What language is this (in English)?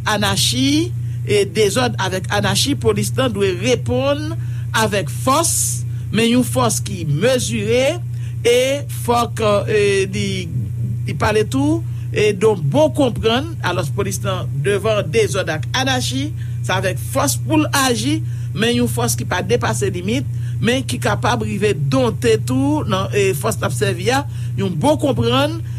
Haitian Creole